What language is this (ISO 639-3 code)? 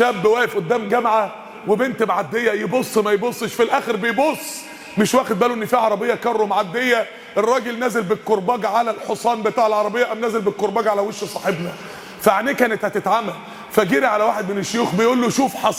arz